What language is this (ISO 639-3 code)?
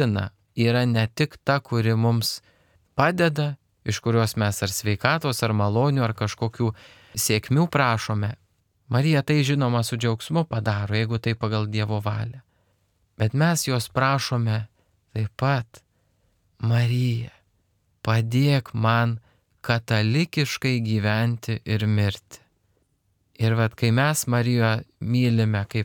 lit